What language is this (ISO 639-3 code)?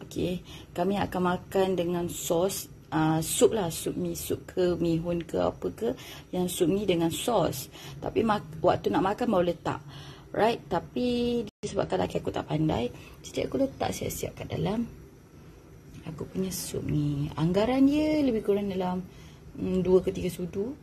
msa